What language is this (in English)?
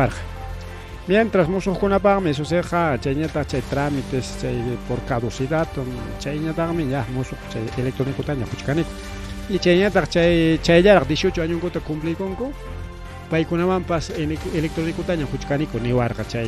Ayacucho Quechua